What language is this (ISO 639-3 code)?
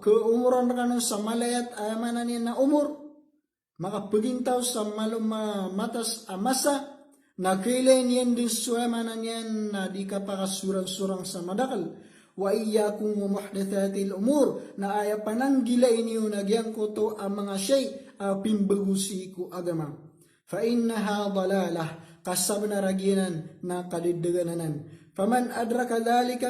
mrw